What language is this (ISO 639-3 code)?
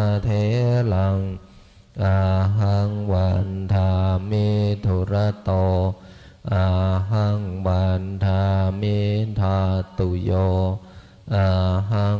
pli